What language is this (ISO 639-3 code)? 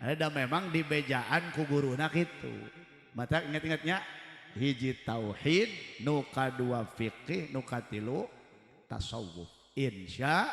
sun